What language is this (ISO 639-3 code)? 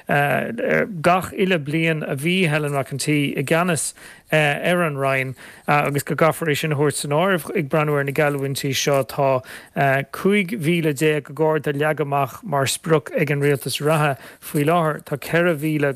gle